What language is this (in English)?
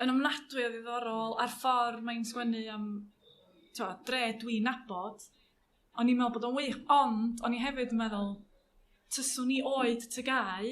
Welsh